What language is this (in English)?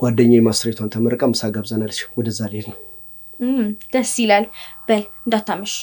Amharic